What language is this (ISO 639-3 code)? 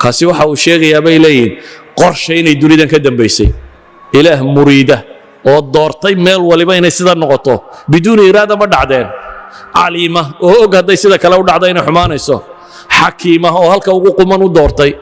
som